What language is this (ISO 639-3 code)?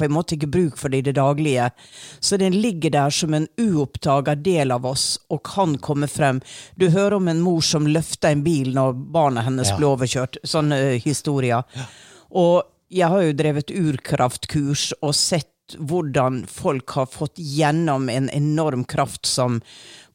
nor